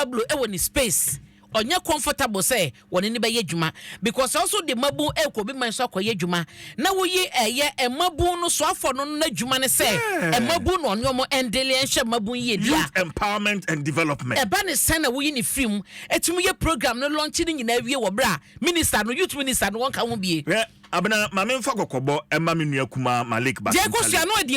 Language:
Akan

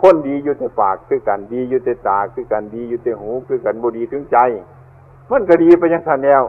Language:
Northeastern Thai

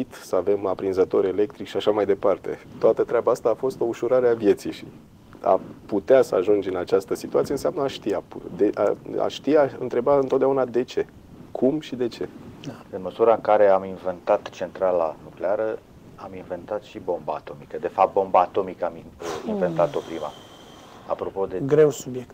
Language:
Romanian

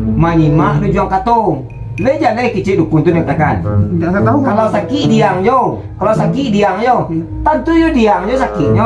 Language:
Minangkabau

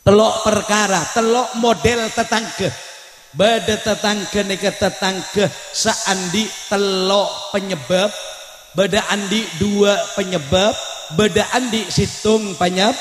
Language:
Madurese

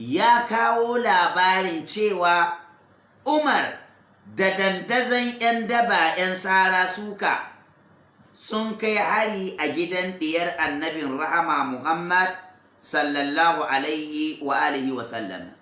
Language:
Hausa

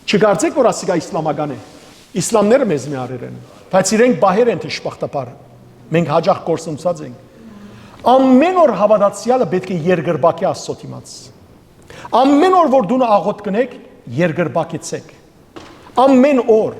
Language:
Western Armenian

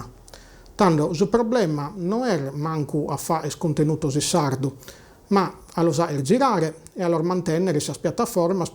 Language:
Sardinian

